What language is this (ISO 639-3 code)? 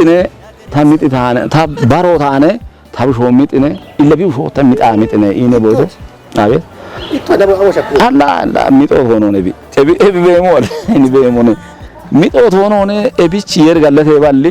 kbr